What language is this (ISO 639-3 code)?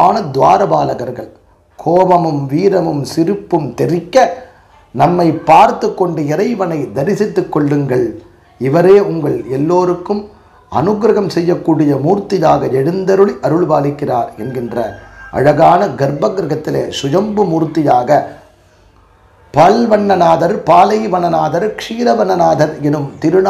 tam